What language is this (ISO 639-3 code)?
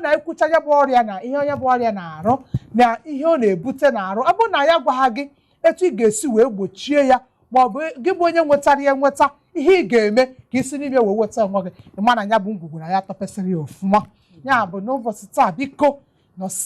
ibo